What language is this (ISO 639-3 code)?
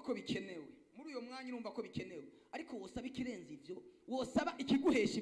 run